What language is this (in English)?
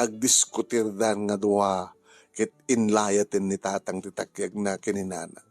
Iloko